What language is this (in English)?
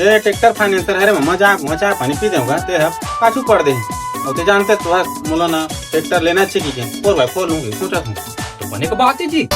Chhattisgarhi